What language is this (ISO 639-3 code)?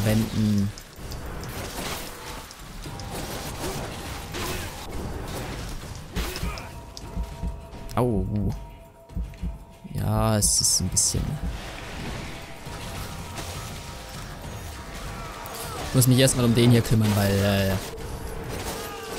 deu